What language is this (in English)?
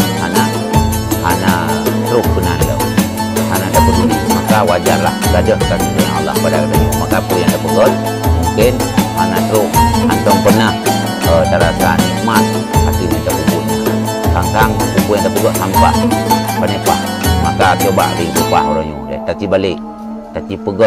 Achinese